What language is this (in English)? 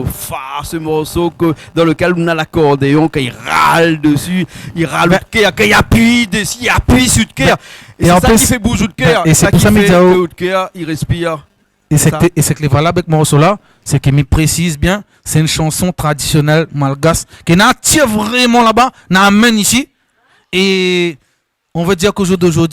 Réunion Creole French